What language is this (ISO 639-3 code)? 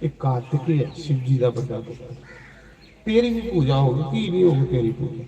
doi